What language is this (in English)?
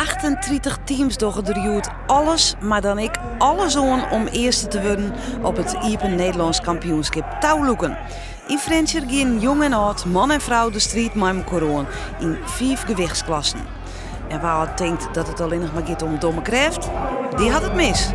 Western Frisian